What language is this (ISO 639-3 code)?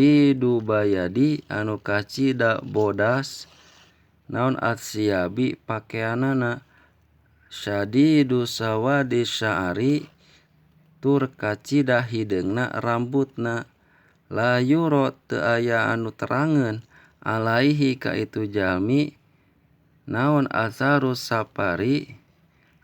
sun